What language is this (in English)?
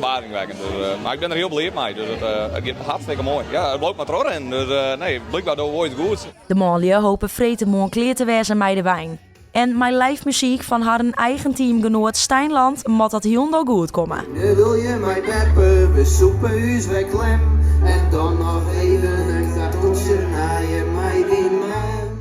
Western Frisian